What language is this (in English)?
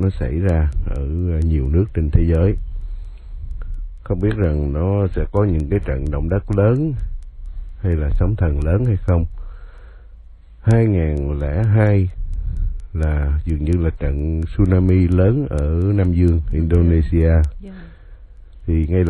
Vietnamese